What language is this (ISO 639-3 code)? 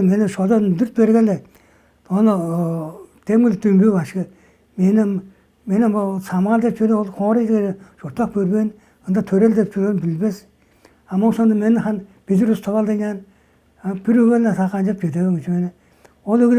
tyv